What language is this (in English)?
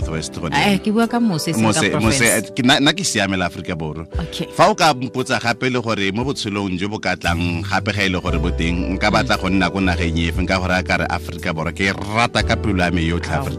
Tswana